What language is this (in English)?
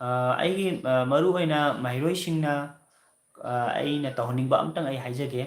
Manipuri